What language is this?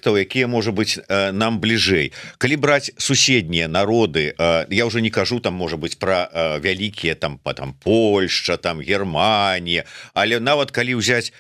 Belarusian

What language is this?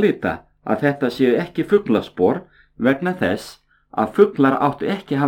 Icelandic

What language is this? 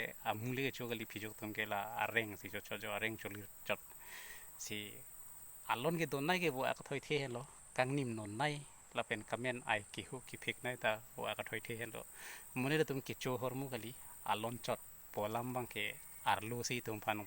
Karbi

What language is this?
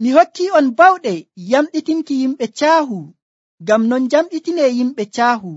Nigerian Fulfulde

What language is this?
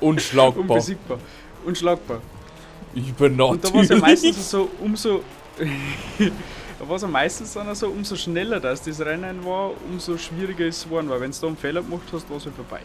Bavarian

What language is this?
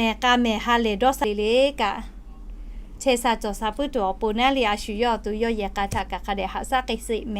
Lahu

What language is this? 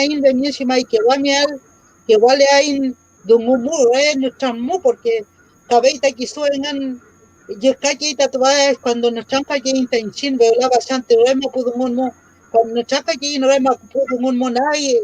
Mapuche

